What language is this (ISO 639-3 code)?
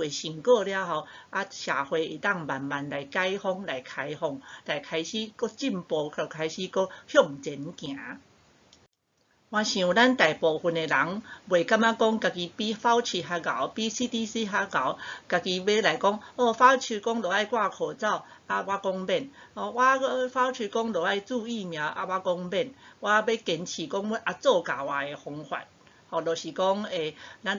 nan